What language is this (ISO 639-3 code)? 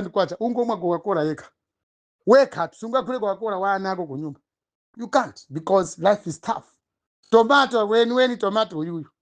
nya